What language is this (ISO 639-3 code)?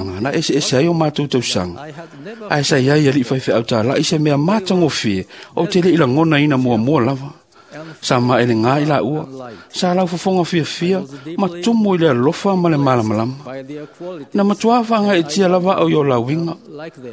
smo